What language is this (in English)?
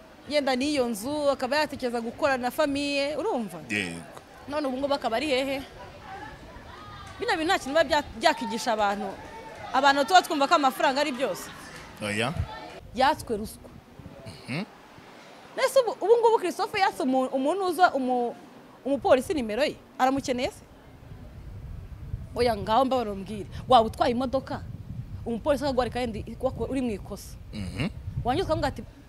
Kinyarwanda